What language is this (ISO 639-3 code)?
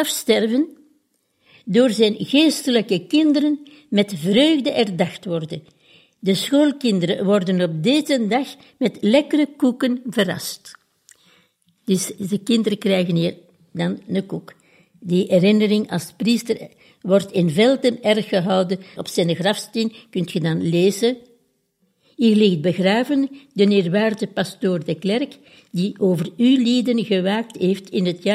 nld